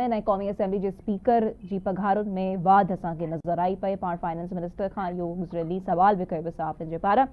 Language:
Sindhi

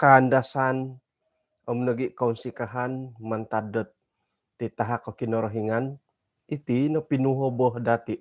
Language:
Central Dusun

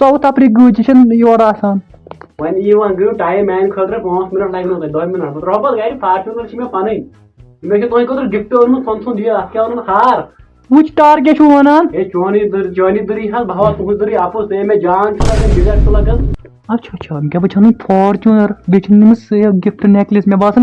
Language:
Kashmiri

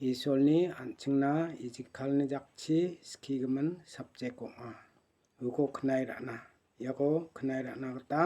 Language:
Garo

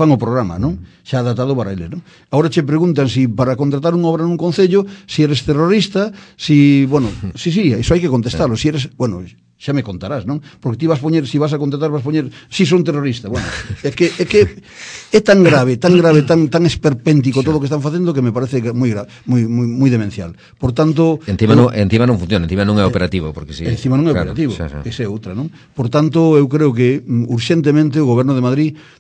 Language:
Galician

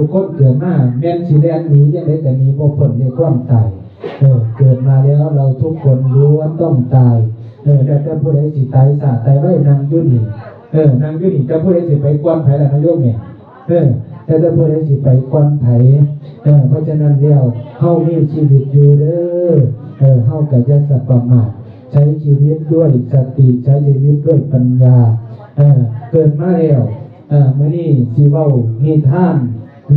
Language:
Northeastern Thai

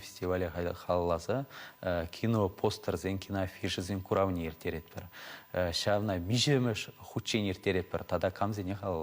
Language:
Chuvash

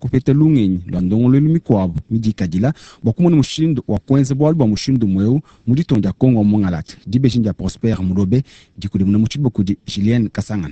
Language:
Luba-Lulua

